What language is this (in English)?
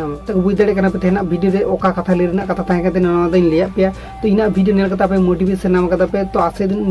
Santali